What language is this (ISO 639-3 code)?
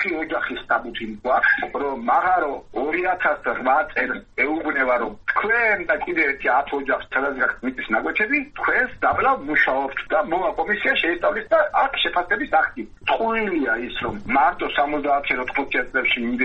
kat